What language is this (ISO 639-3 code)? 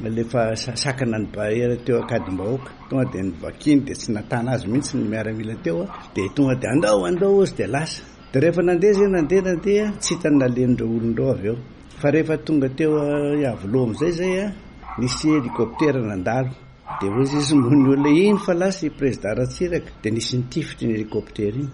mlg